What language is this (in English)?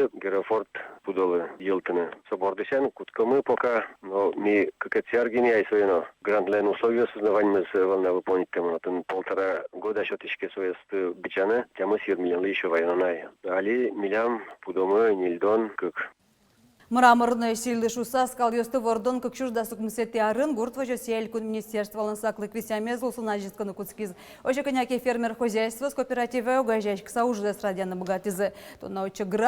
Udmurt